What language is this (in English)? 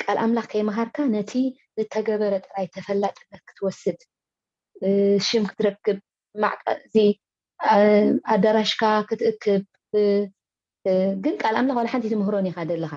Tigrinya